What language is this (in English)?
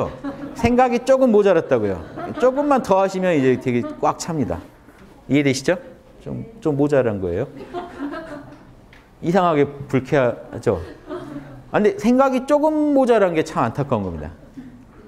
Korean